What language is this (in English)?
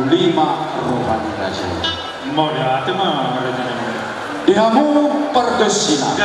Batak Toba